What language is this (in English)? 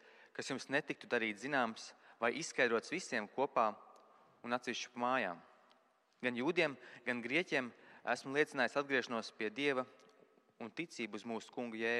Latvian